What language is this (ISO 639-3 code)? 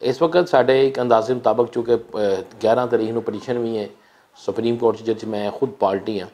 lah